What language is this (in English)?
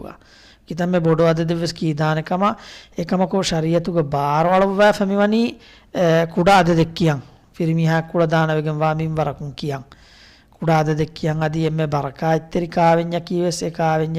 Divehi